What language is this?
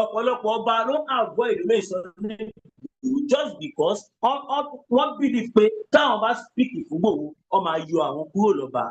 Yoruba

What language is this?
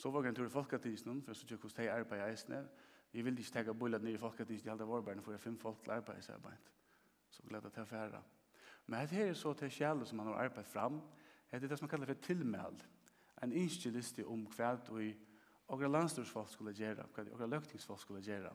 Faroese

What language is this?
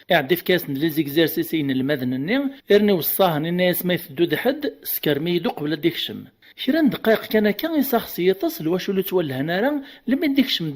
Kabyle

